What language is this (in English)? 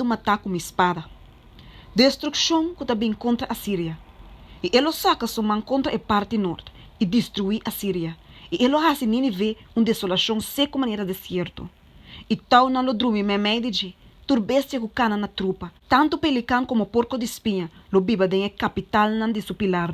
Papiamento